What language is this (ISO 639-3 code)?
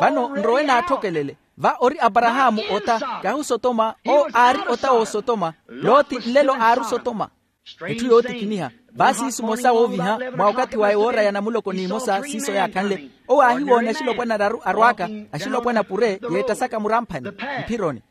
vmw